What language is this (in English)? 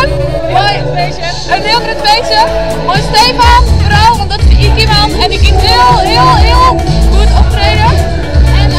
Western Frisian